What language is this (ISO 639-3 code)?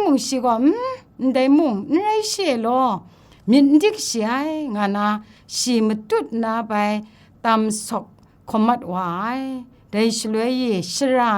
kac